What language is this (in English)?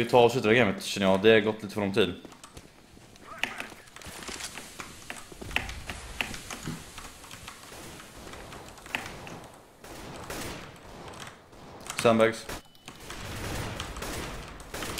Swedish